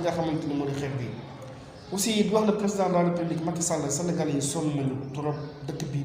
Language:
Wolof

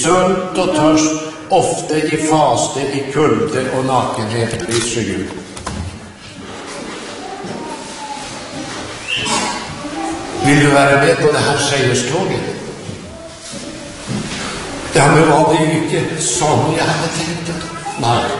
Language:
Norwegian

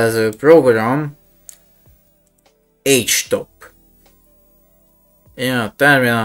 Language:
Hungarian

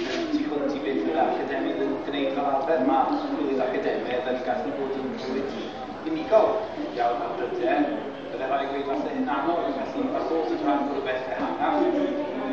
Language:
Welsh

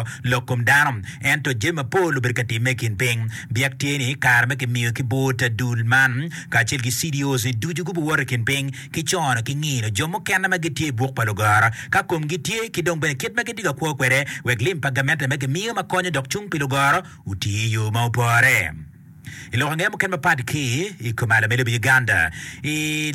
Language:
Acoli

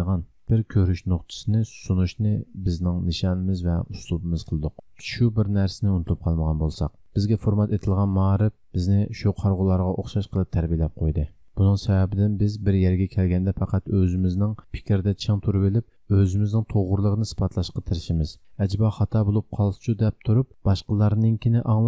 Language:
Uyghur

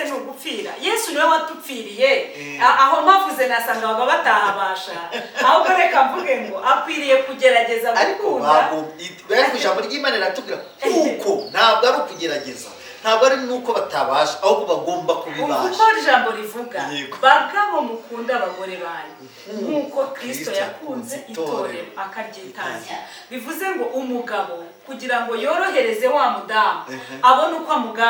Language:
Kinyarwanda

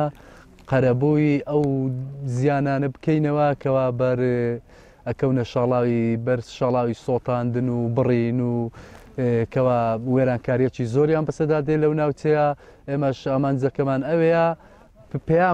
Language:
Central Kurdish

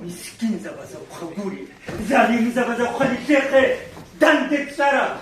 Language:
Avaric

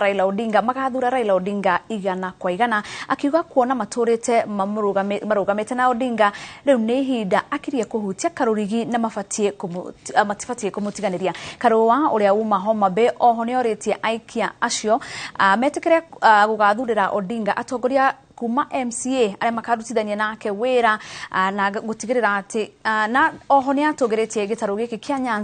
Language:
Kikuyu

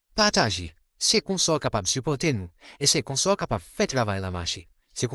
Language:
Haitian Creole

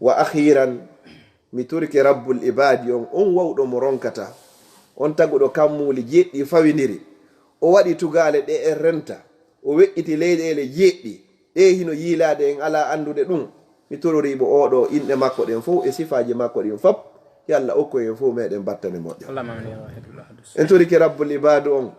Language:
Fula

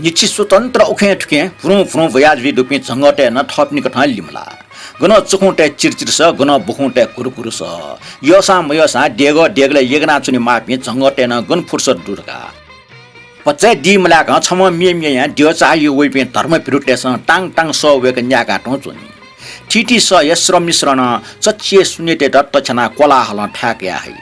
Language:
Newari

